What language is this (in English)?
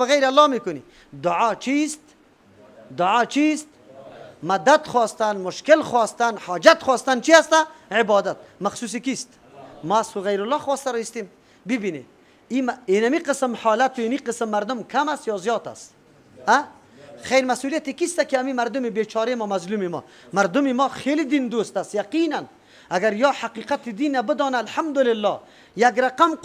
Persian